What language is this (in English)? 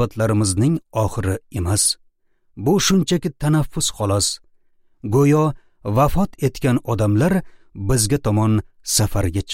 Uzbek